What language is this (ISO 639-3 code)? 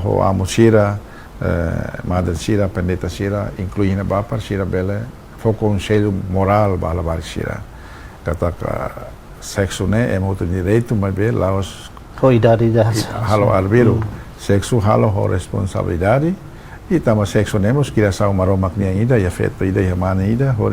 tet